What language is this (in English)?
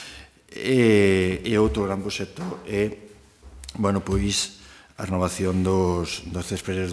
Galician